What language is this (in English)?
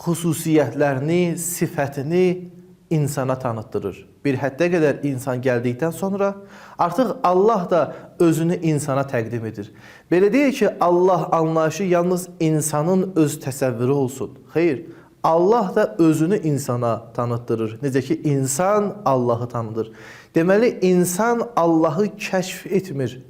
Azerbaijani